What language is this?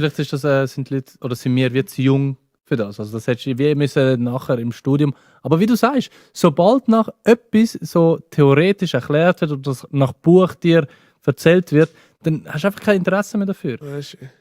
Swiss German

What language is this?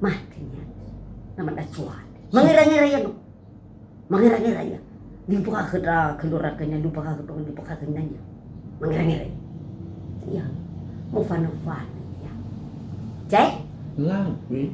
Nias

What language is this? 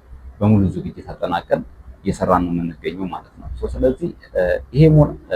Amharic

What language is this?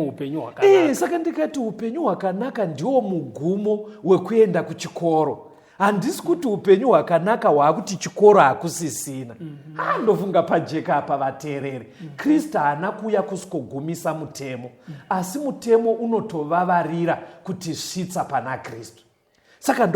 Shona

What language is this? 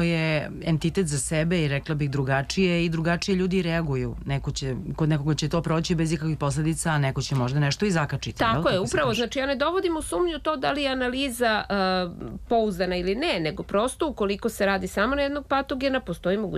Serbian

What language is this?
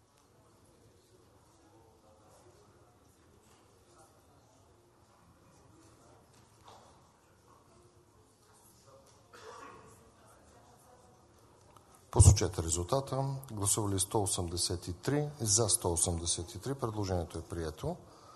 Bulgarian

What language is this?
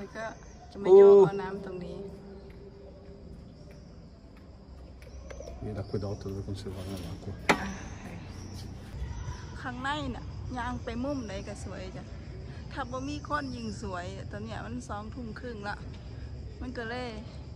Thai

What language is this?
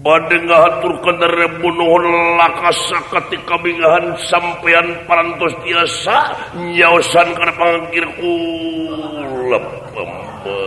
Sundanese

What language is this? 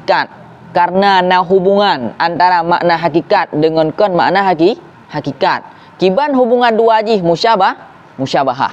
Achinese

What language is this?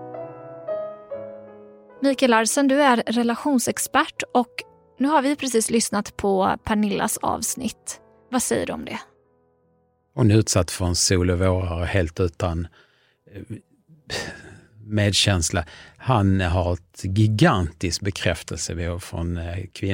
Swedish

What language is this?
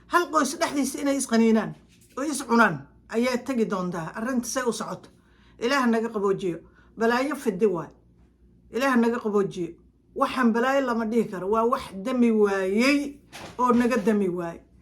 Somali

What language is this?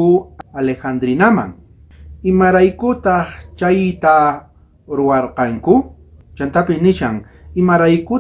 South Bolivian Quechua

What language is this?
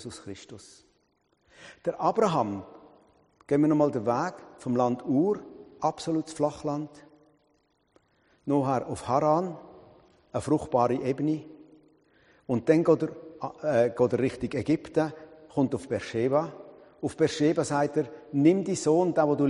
German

